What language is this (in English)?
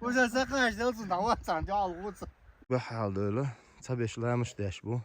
Chechen